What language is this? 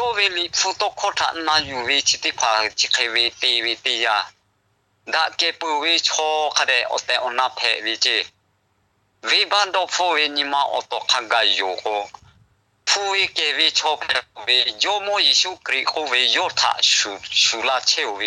Lahu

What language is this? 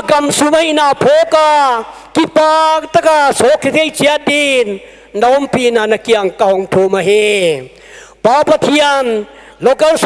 Paite Chin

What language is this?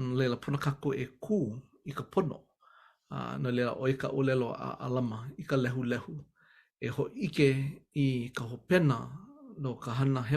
Hawaiian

